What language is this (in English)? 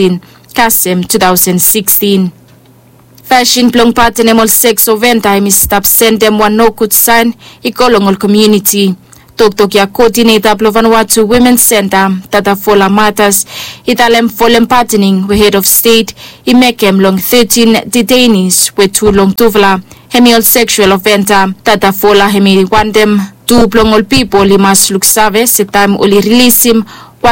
Bislama